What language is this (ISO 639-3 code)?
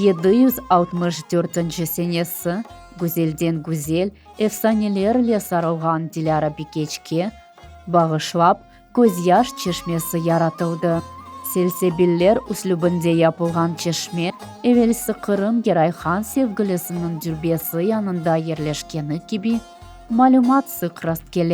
crh